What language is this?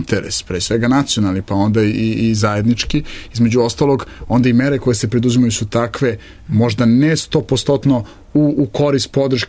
Serbian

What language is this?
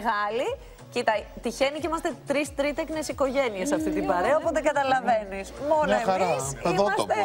Greek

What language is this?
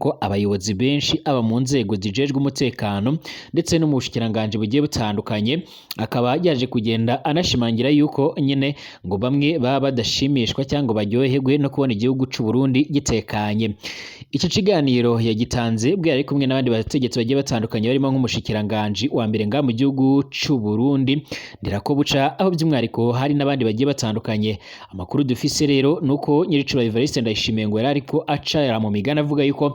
Rundi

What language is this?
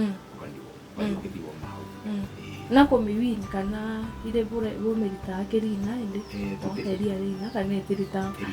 Meru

